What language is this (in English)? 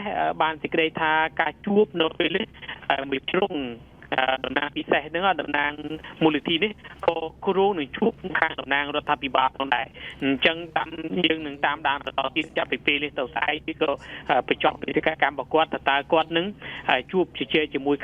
Khmer